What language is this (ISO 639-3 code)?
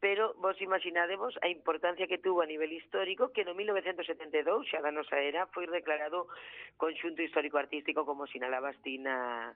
glg